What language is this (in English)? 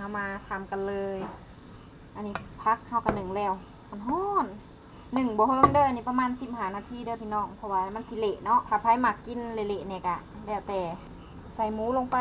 Lao